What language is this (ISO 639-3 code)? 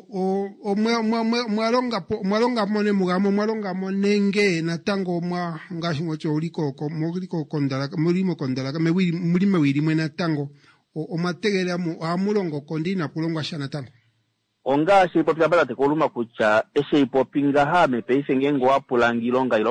kua